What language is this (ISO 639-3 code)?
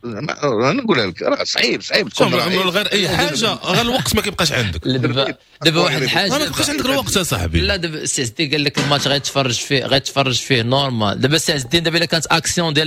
ary